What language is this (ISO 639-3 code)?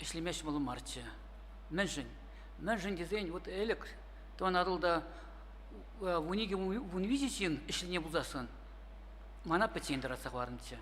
chv